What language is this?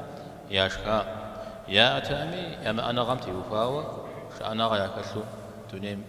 Kabardian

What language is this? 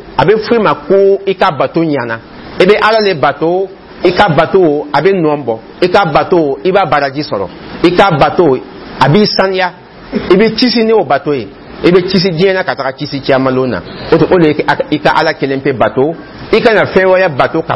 Dyula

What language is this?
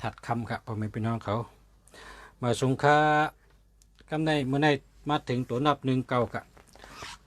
Shan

